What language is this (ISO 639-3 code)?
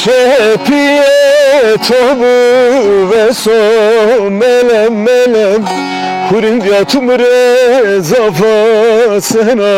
zza